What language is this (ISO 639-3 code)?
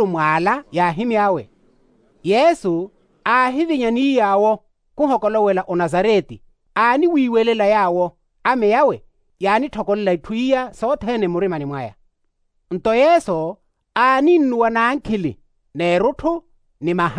vmw